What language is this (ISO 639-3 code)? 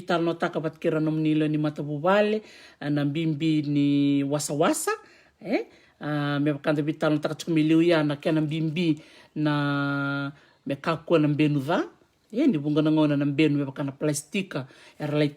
fij